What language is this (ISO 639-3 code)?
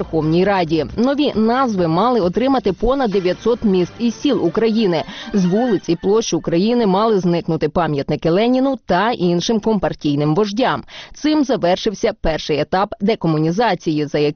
ukr